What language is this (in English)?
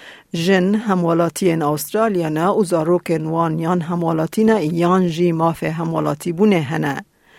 Kurdish